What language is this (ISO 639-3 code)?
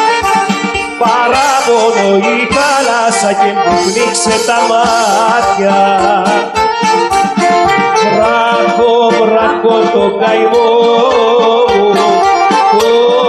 ell